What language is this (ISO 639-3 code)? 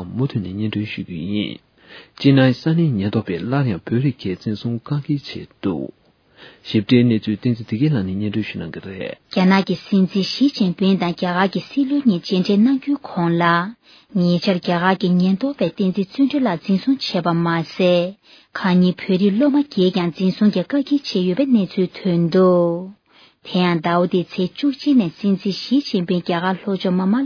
bod